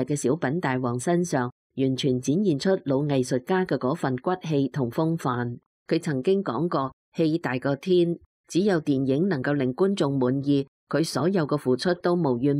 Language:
Cantonese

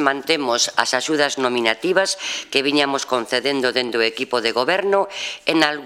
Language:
Galician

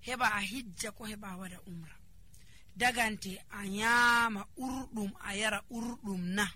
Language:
Nigerian Fulfulde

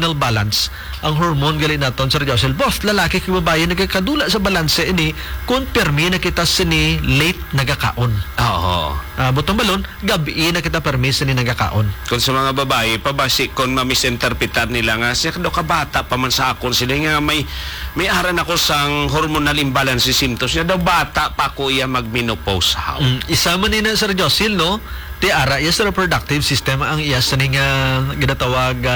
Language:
Hiligaynon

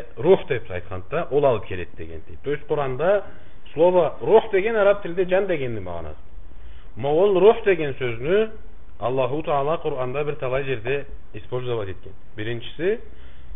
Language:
Karachay-Balkar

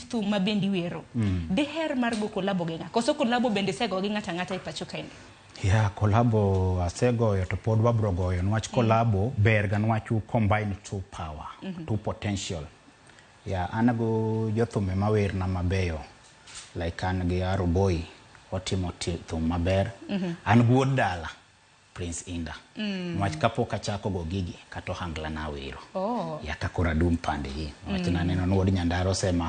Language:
Luo (Kenya and Tanzania)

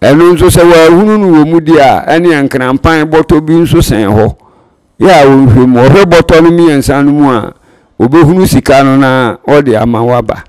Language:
Akan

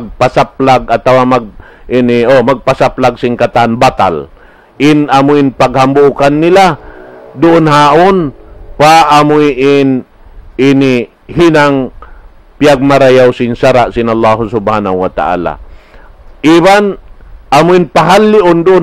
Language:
Tausug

